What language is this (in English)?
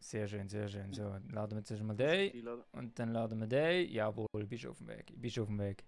Swiss German